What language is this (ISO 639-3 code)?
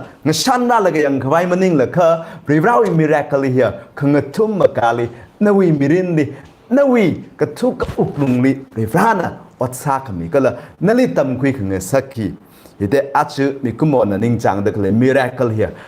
nmf